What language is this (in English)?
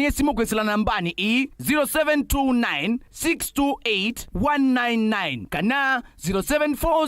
Kamba